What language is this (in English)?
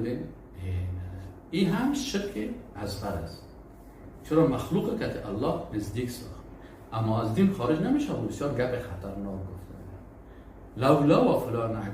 Persian